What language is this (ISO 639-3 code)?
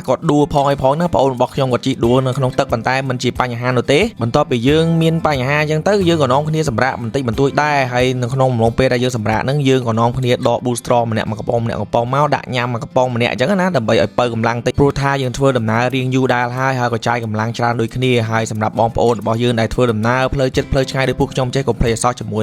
khm